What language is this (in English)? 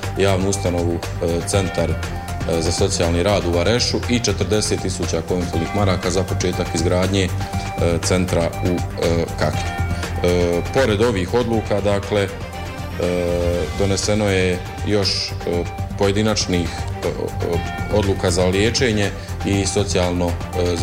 Bosnian